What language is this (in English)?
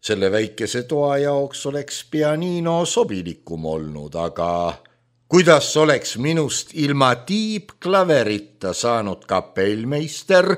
Estonian